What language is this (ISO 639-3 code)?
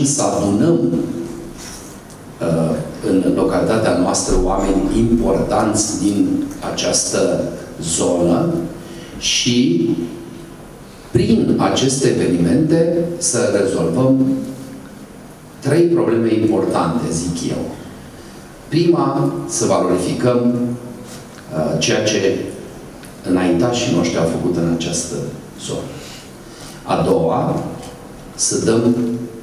ron